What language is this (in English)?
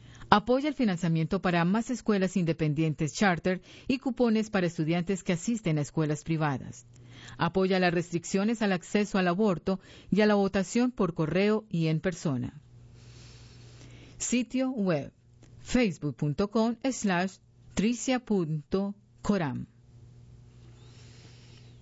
Spanish